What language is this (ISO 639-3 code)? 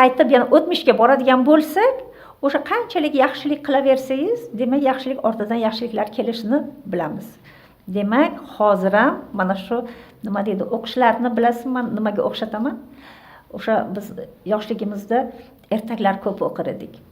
uzb